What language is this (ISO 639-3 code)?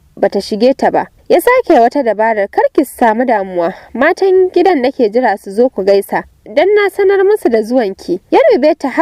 hau